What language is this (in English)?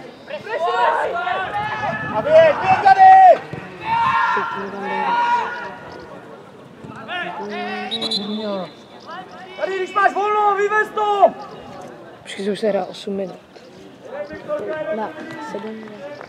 Czech